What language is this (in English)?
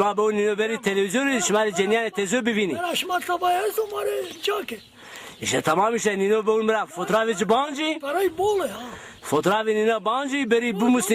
Zaza